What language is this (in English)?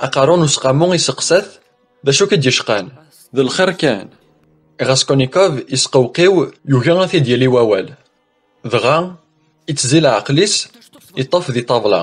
Kabyle